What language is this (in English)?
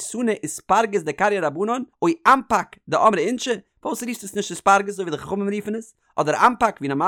Yiddish